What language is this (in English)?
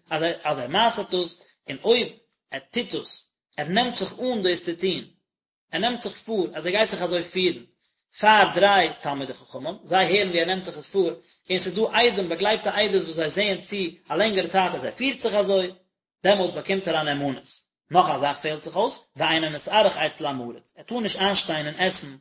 Yiddish